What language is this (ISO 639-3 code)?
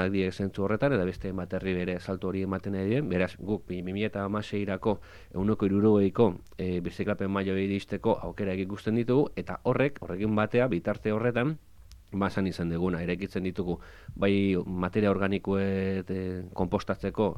eus